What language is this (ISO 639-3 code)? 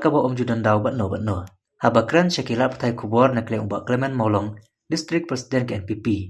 kha